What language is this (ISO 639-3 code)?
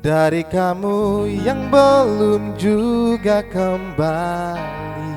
abs